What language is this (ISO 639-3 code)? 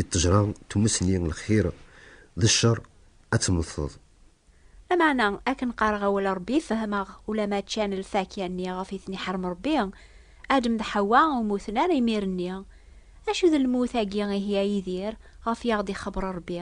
kab